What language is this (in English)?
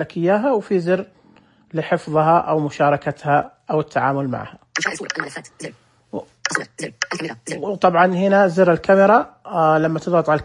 Najdi Arabic